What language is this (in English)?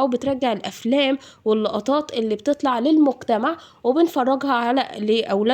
Egyptian Arabic